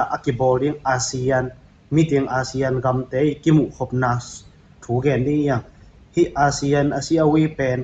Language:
Tedim Chin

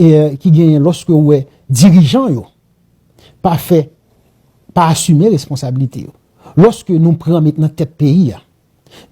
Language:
Haitian Creole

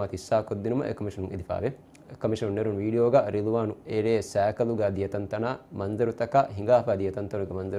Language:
Divehi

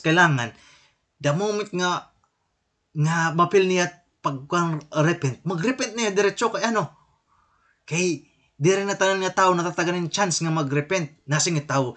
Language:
Waray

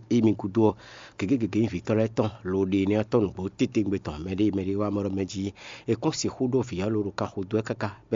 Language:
Fon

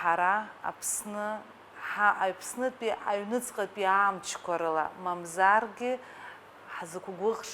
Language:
Abkhazian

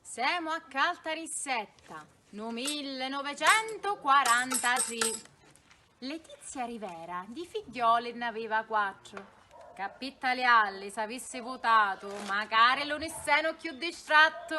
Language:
Sicilian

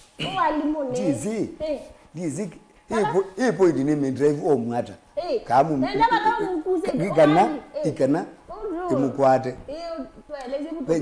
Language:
Kamba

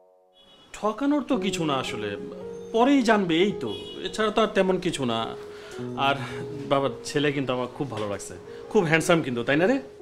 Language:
Bangla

